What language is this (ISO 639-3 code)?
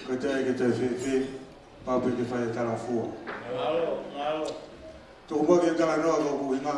ton